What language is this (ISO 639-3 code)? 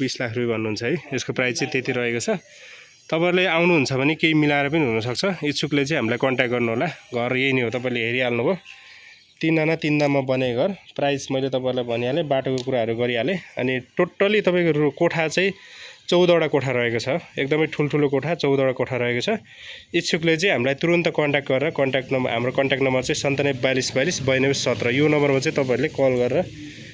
nep